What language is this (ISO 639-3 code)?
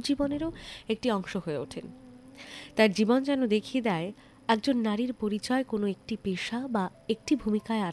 ben